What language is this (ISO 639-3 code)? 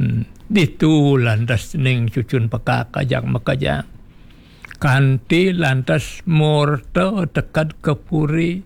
ban